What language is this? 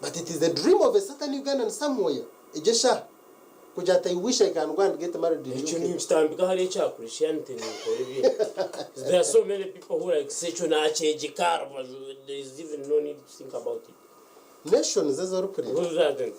Nyankole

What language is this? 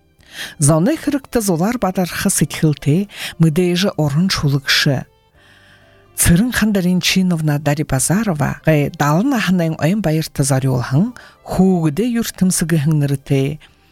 Buriat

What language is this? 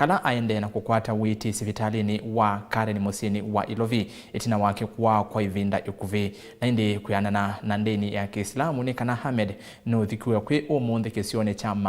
Kamba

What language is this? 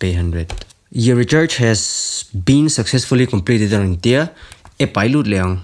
Mizo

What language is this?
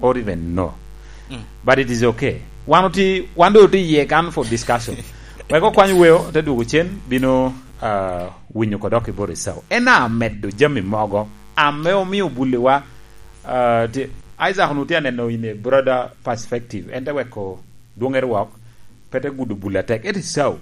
Lango (Uganda)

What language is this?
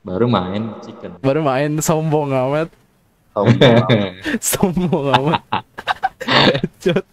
Betawi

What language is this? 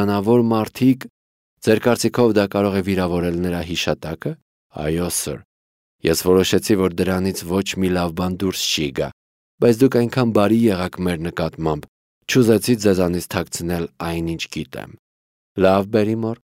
Armenian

